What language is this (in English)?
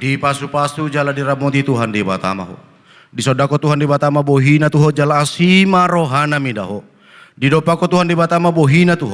Batak Toba